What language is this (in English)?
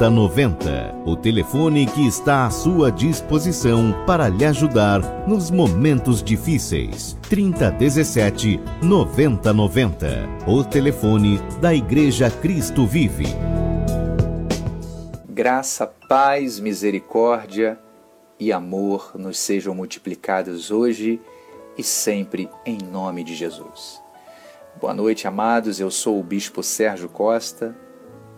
Portuguese